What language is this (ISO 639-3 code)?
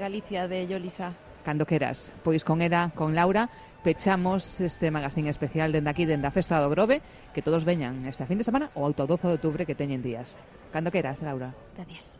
glg